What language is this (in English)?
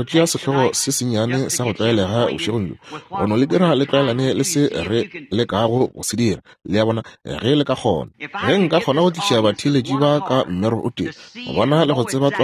Northern Sotho